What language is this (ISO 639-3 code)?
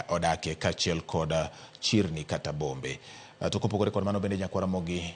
luo